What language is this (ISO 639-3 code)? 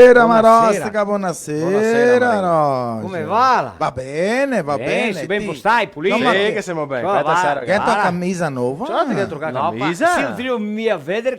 vec